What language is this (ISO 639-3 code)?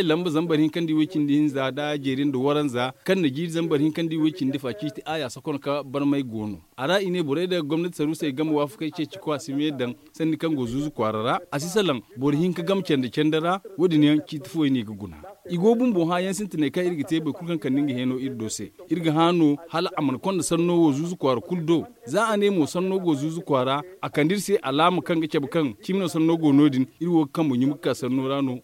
dje